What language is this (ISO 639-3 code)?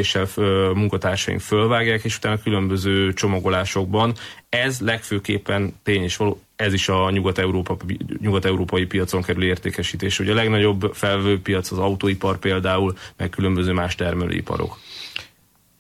hun